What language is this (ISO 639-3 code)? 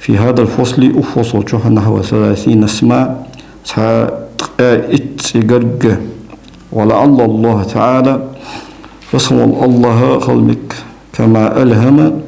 inh